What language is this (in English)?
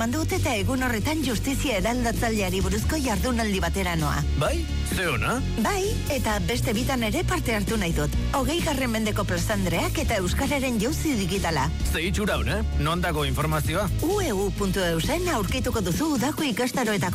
Basque